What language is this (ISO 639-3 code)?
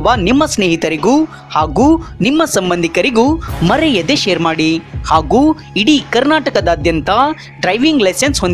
kan